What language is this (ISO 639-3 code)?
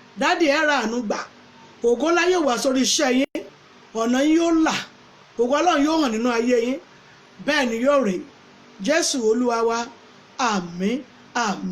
yor